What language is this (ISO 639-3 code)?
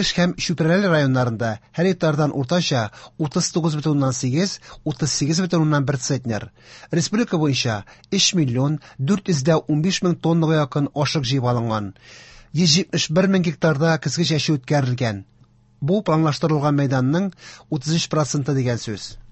tat